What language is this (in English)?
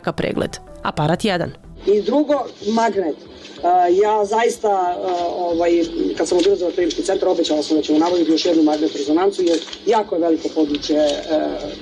Serbian